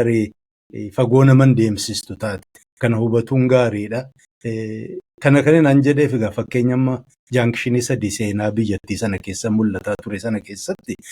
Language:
Oromo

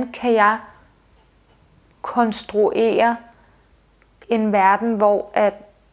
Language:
Danish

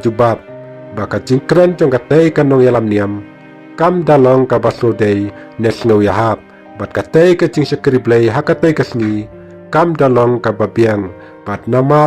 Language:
Khasi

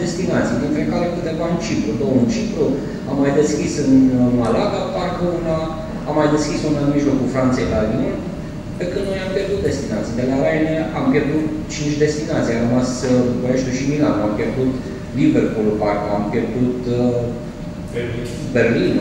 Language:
Romanian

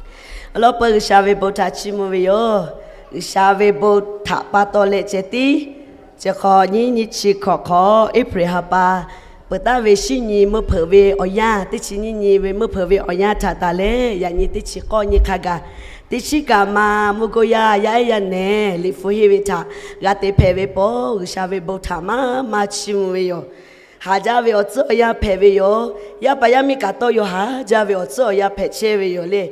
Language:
Lahu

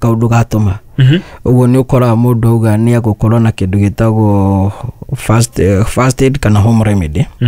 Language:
Kikuyu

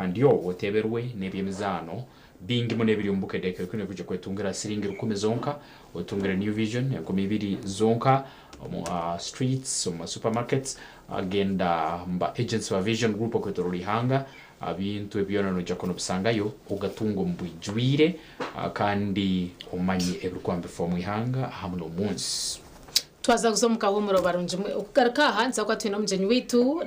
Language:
Nyankole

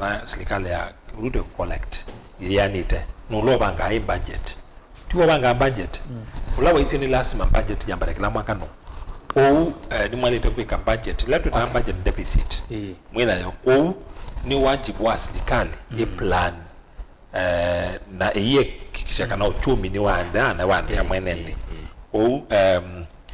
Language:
Kamba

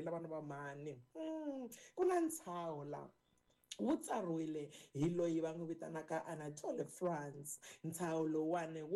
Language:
Tsonga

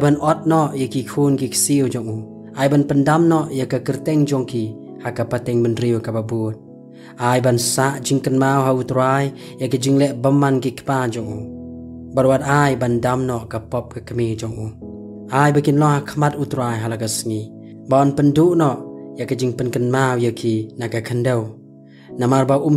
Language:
Khasi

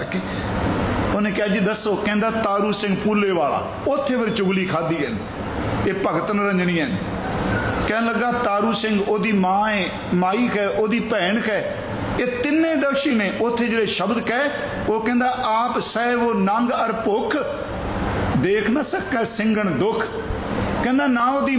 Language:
Punjabi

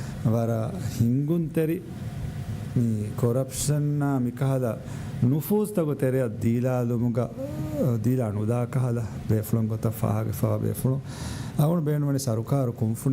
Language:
Divehi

